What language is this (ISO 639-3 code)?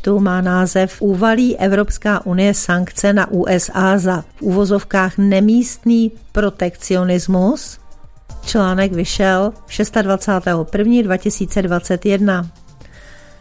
ces